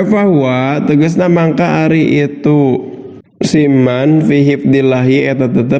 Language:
Sundanese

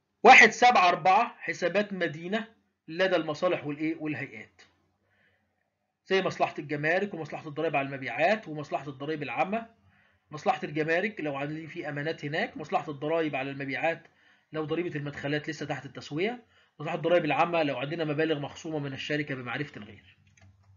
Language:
Egyptian Arabic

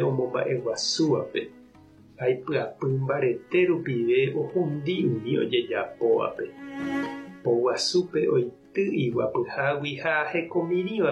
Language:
Guarani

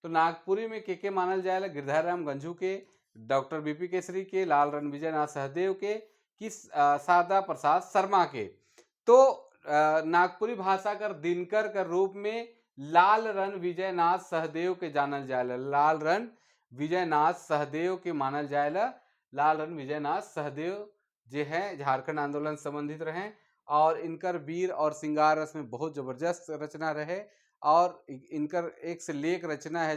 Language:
Sadri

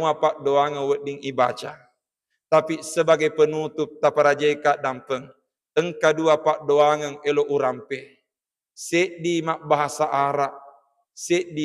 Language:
Buginese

